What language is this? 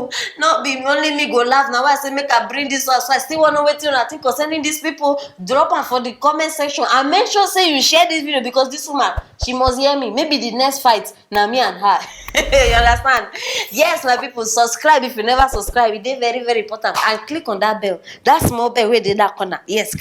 Nigerian Pidgin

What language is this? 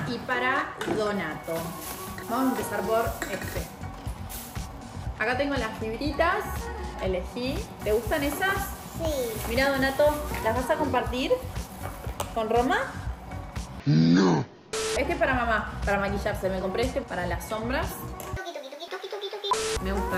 Spanish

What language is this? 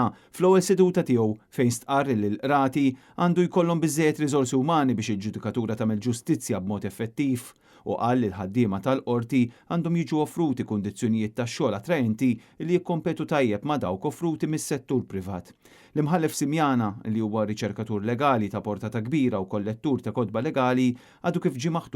Maltese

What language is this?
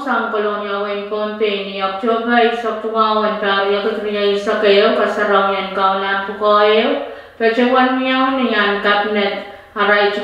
Pohnpeian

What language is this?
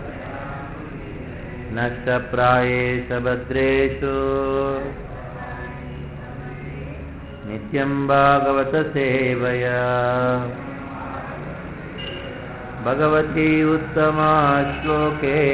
Hindi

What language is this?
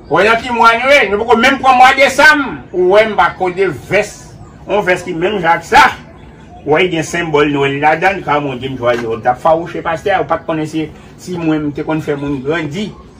Haitian Creole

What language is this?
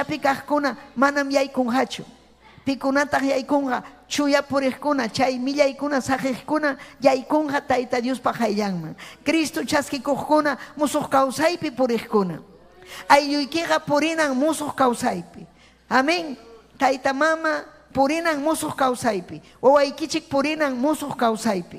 Ayacucho Quechua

